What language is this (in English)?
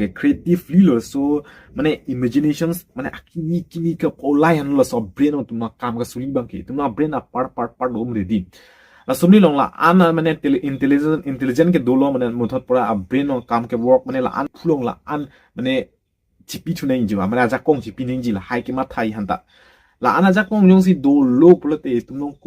Karbi